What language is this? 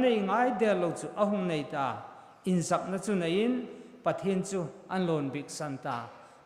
Hmar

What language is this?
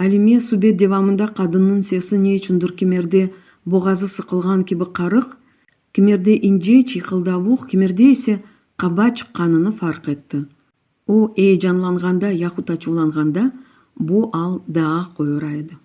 Crimean Tatar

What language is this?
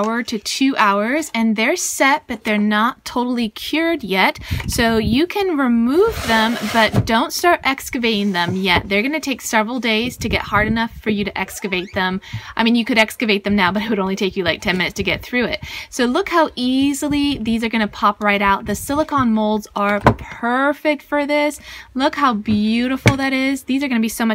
English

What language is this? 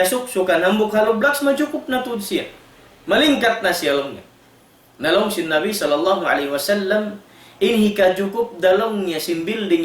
Tausug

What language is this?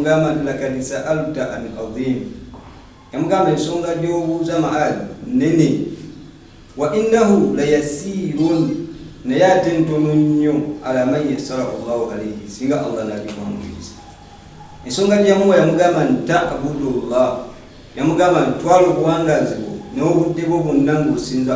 Ganda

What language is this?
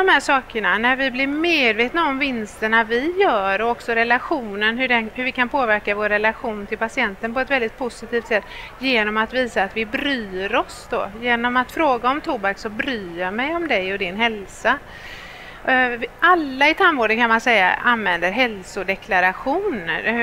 Swedish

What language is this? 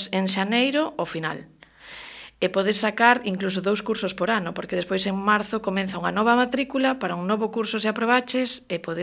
Galician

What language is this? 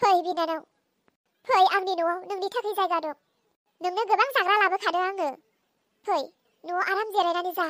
Bodo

